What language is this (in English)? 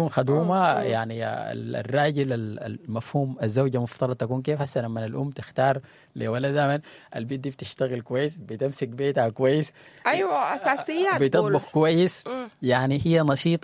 Sudanese Arabic